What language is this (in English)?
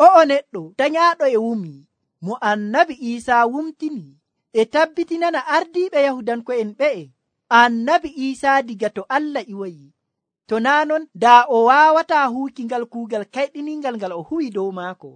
Nigerian Fulfulde